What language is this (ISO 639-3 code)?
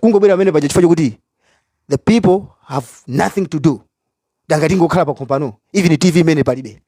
nya